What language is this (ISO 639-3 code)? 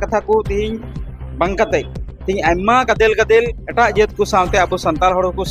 sat